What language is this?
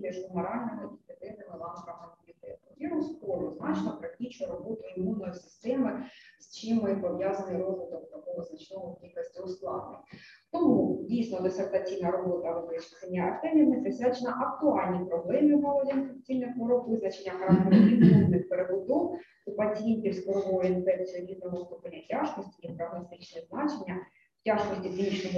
Ukrainian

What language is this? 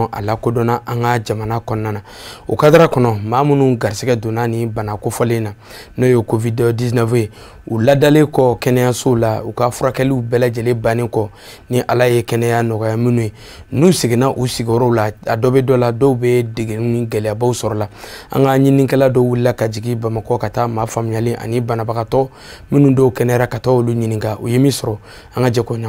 Bambara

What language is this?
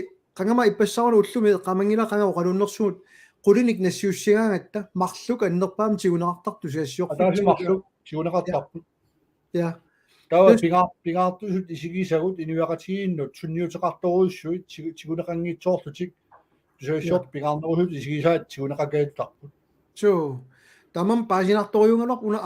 Kalaallisut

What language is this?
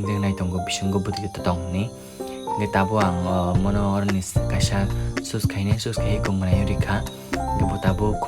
Kok Borok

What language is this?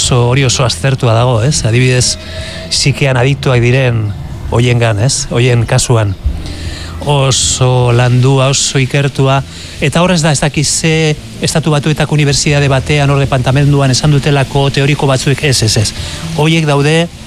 Basque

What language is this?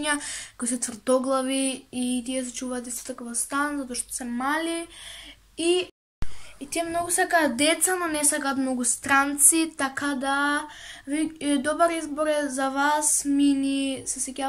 Macedonian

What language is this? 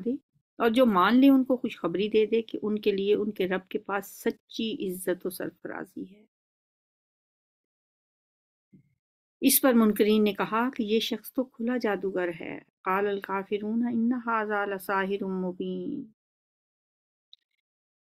Urdu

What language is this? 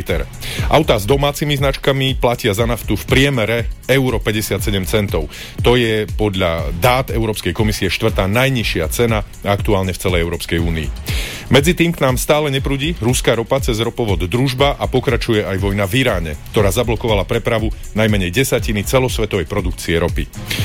Slovak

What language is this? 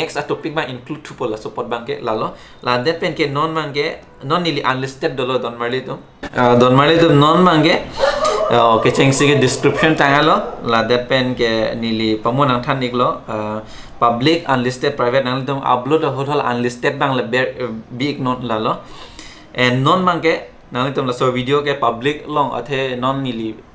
Karbi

